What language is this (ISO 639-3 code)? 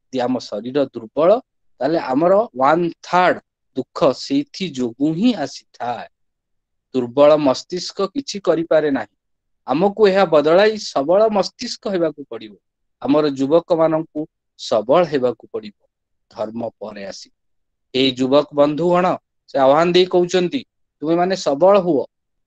ori